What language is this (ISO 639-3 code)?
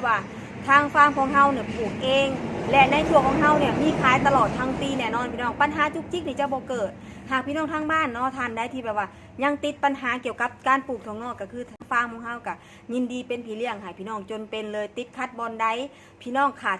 tts